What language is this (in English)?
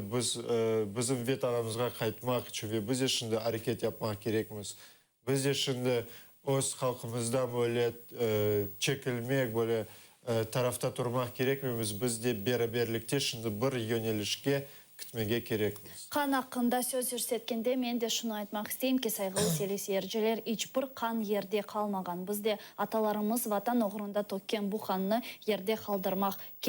Crimean Tatar